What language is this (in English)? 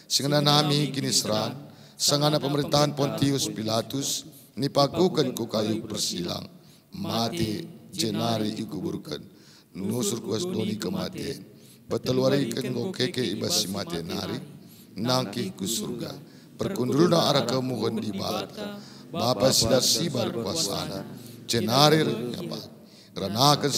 Batak Karo